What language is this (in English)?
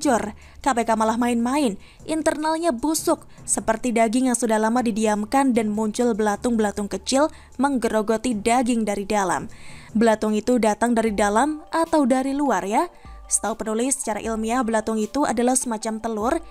Indonesian